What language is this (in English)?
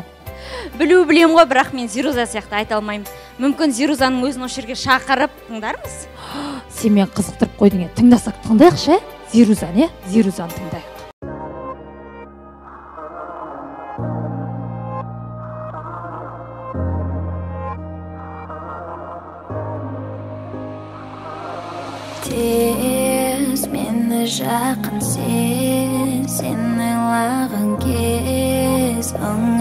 Kazakh